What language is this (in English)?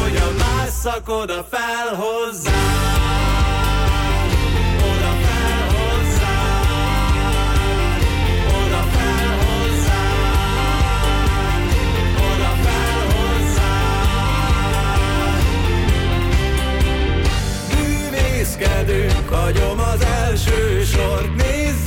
Hungarian